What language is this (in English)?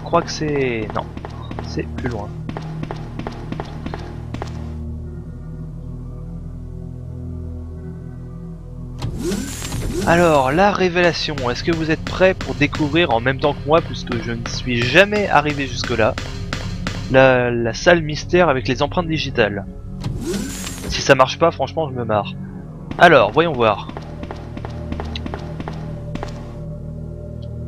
French